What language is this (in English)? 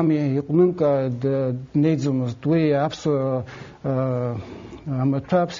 Abkhazian